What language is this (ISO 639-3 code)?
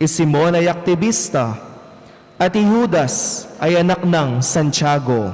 pam